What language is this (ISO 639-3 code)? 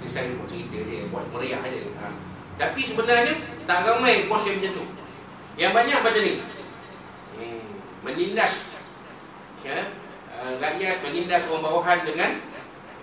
msa